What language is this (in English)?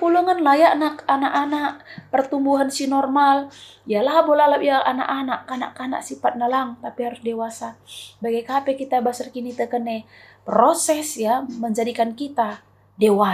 Batak Karo